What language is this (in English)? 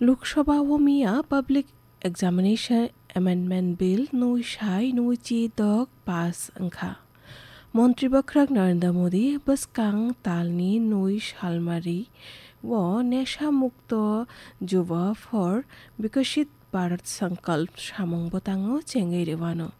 Kok Borok